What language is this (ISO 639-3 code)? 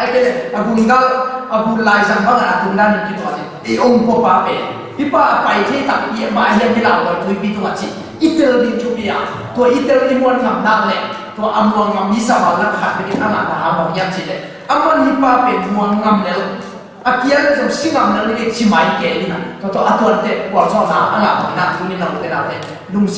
ctd